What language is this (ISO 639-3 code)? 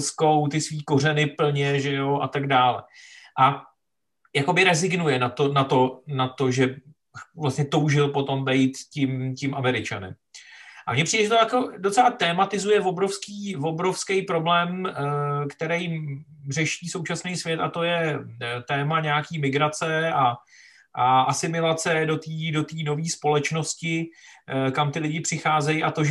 ces